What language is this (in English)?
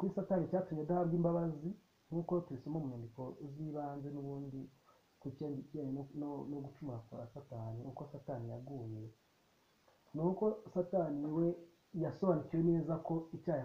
Kinyarwanda